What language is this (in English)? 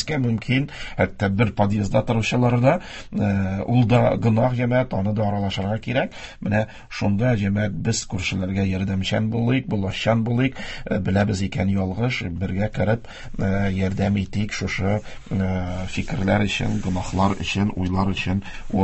Tatar